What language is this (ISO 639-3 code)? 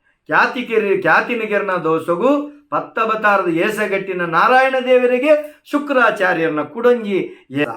tcy